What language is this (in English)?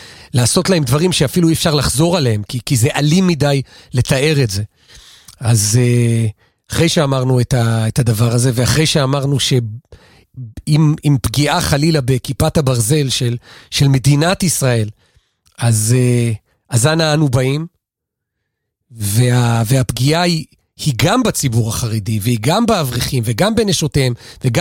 Hebrew